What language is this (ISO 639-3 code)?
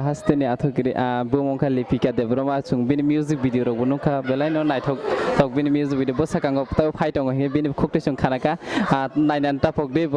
trp